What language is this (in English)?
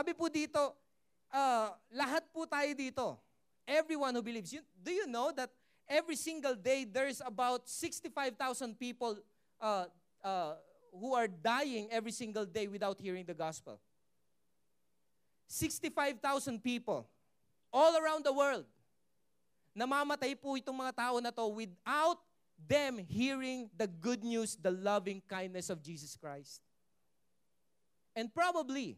Filipino